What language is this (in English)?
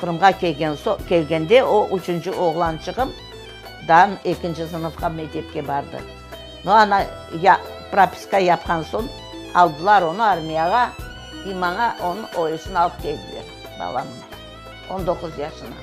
Crimean Tatar